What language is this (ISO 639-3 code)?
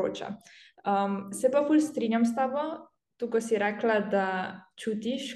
slv